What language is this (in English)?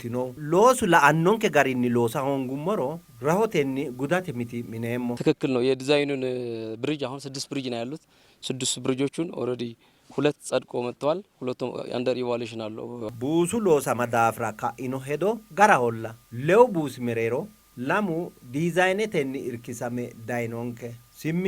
Sidamo